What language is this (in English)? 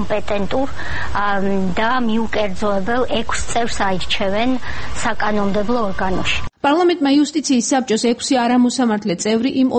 Georgian